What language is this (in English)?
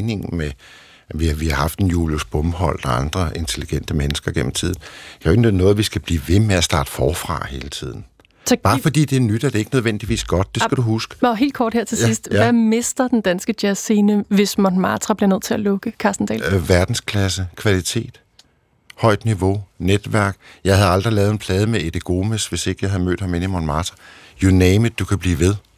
Danish